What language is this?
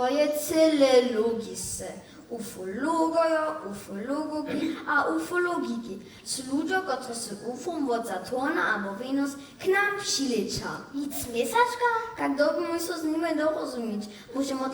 Upper Sorbian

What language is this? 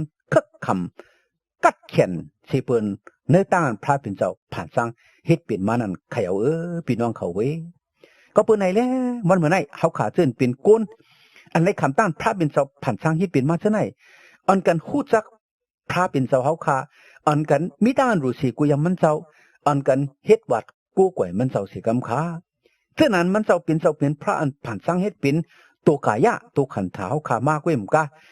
Shan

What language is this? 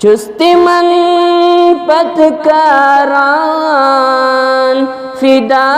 Kashmiri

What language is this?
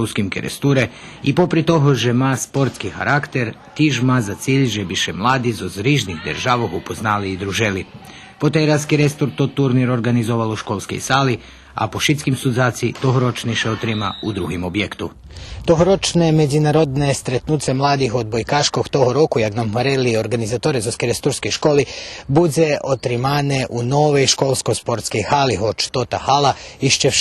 Rusyn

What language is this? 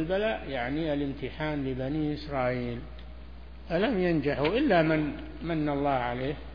Arabic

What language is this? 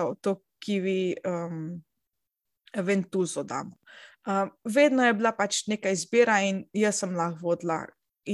Slovenian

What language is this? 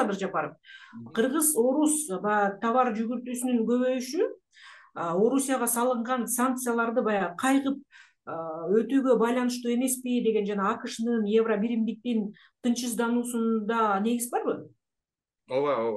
Kyrgyz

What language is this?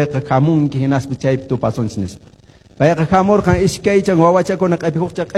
Quechua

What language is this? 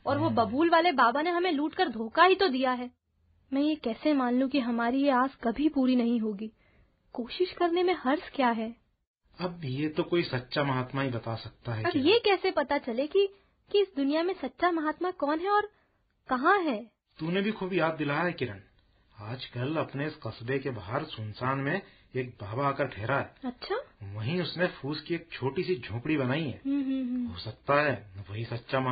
Hindi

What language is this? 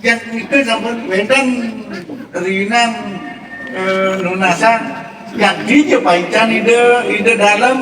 Balinese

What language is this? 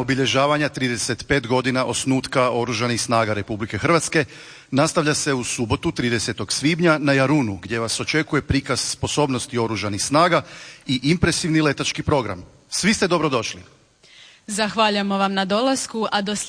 Croatian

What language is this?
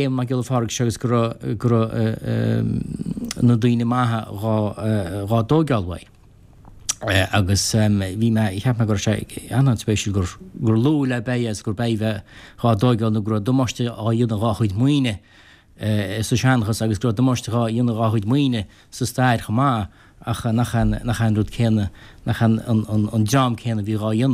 Irish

